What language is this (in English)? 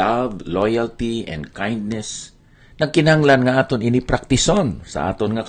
Hiligaynon